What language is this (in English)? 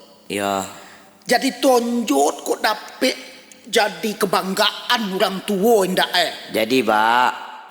Minangkabau